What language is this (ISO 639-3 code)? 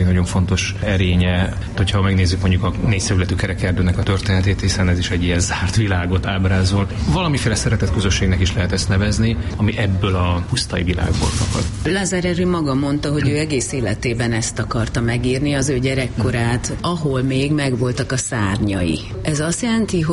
hun